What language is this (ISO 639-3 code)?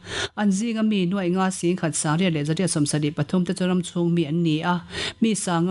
lus